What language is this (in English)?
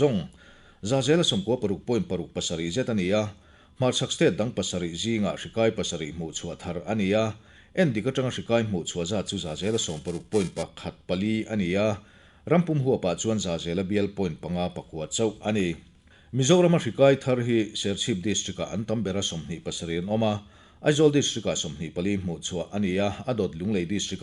Mizo